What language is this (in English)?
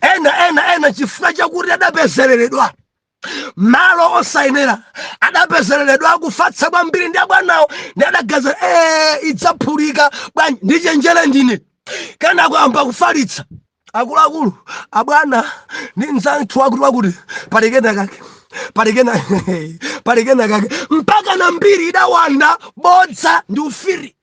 Nyanja